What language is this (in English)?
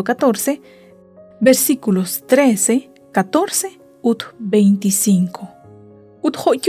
Kekchí